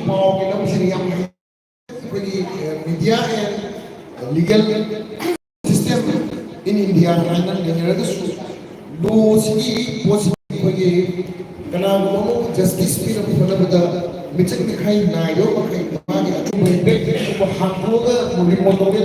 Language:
Manipuri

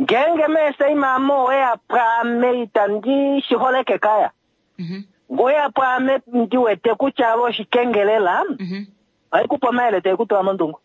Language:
Kuanyama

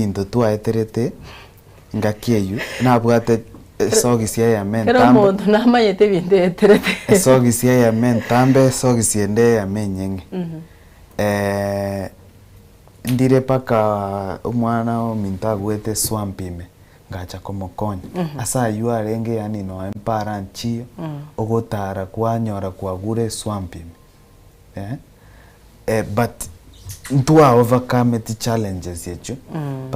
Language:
Gusii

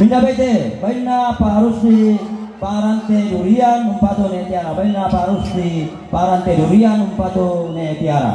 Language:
Toraja-Sa'dan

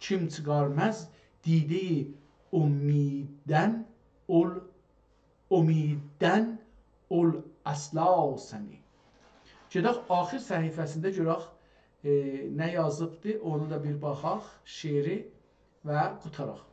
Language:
South Azerbaijani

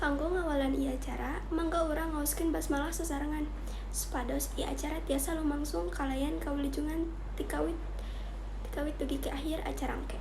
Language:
Sundanese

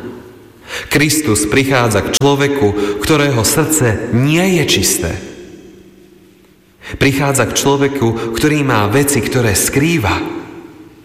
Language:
Slovak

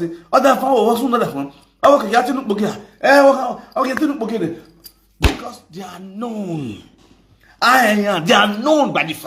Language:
Nigerian Pidgin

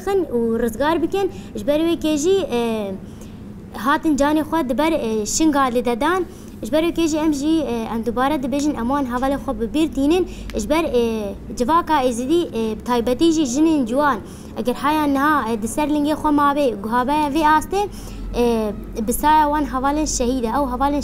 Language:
Kurdish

